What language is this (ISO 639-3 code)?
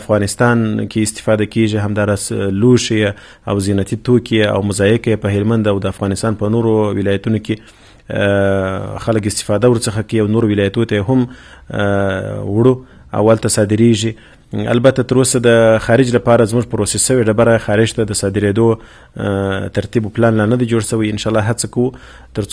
pus